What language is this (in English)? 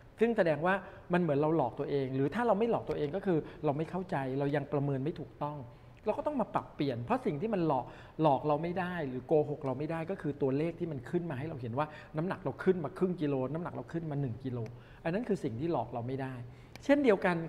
Thai